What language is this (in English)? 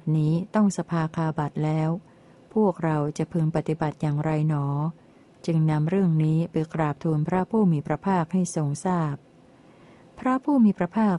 Thai